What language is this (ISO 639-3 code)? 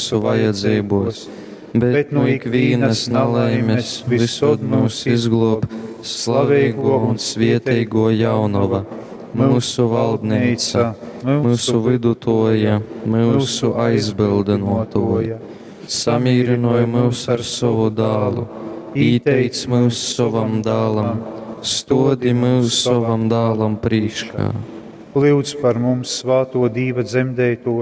ltg